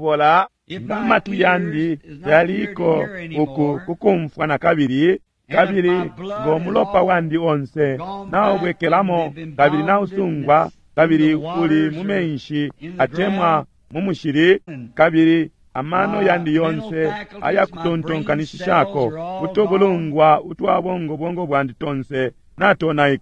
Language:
Bemba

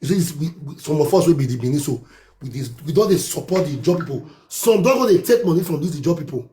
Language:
Nigerian Pidgin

